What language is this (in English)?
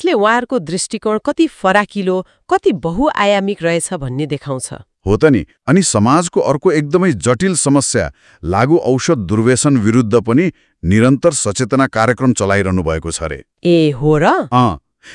Nepali